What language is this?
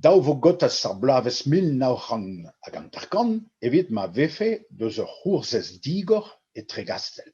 Breton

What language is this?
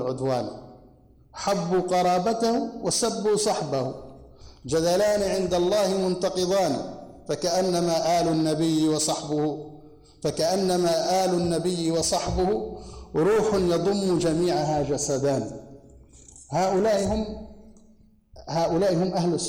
Arabic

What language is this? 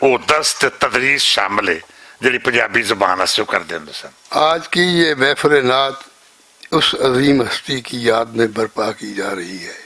Western Panjabi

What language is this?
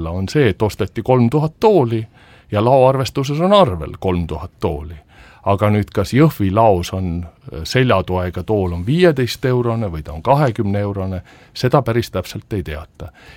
Estonian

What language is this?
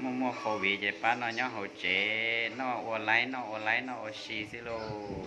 Hmong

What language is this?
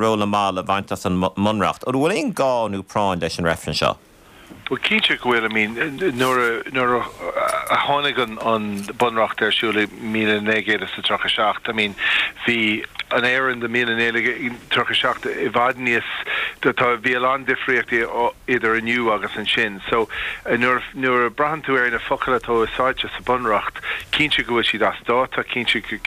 Irish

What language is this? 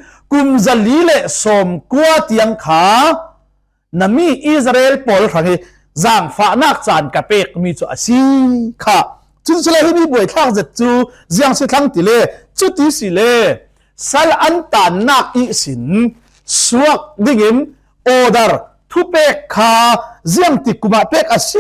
Falam Chin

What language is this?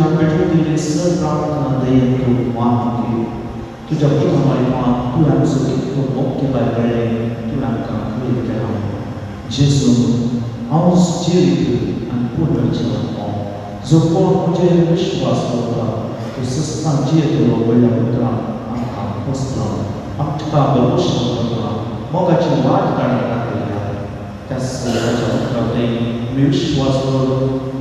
Konkani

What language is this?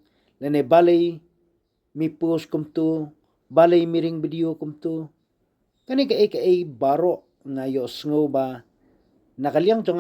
Khasi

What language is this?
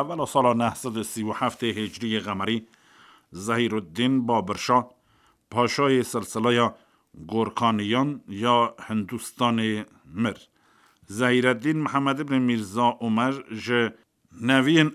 Kurdish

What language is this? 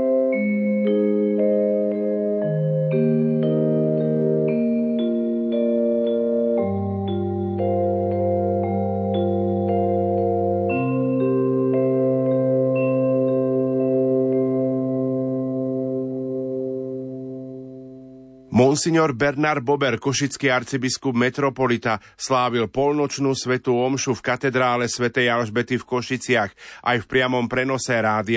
Slovak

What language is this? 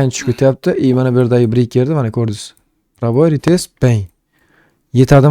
Uzbek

